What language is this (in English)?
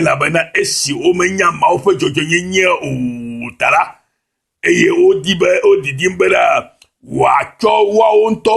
Ewe